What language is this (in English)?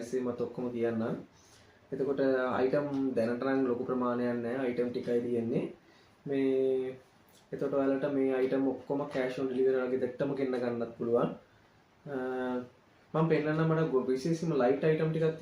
Sinhala